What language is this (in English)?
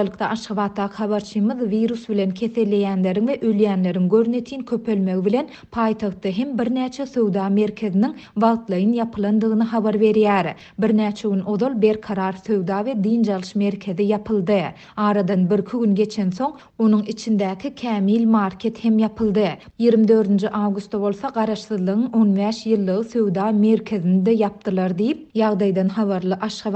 Turkmen